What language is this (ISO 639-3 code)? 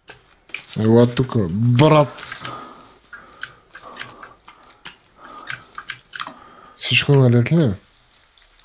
bul